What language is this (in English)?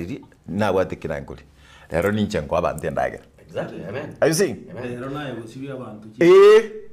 Gusii